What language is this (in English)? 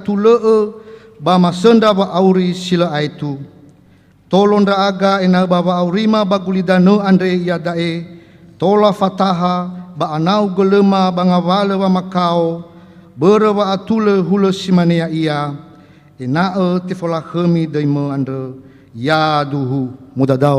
Nias